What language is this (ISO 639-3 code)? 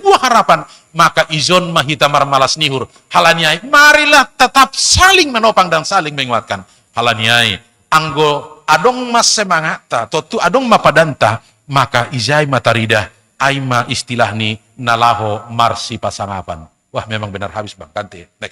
bts